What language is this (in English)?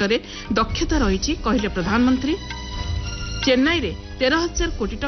Odia